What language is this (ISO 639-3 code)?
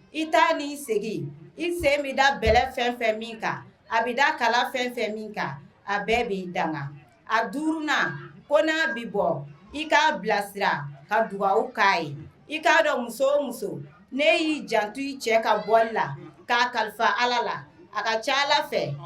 bam